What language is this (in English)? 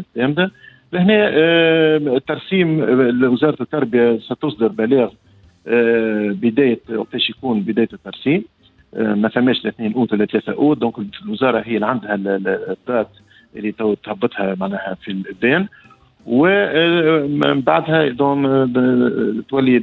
Tunisian Arabic